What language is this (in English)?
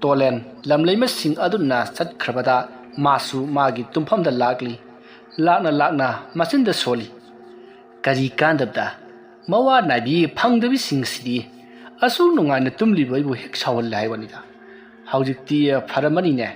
Manipuri